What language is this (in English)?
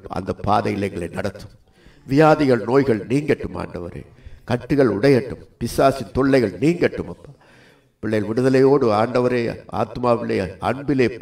Tamil